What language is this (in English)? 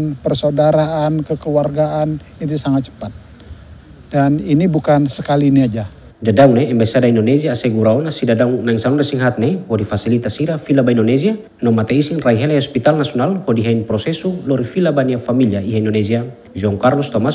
Tetum